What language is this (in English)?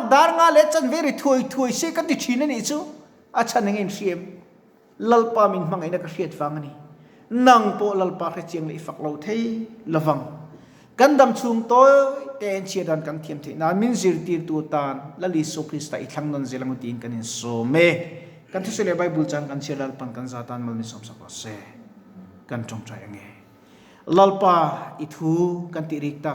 Mizo